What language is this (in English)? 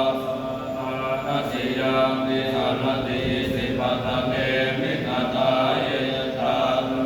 Pali